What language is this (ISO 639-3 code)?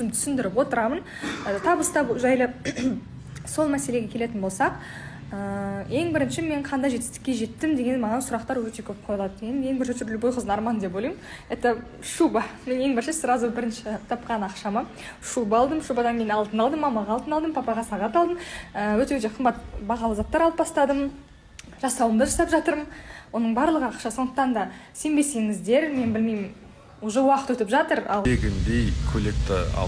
kaz